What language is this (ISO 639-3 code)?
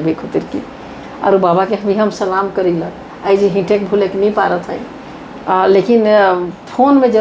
sck